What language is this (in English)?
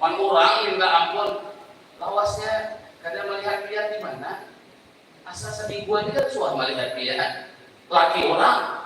Banjar